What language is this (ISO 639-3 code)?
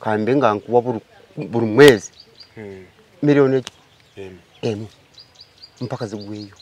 lug